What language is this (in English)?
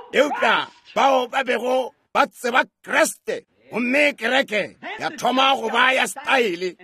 Northern Sotho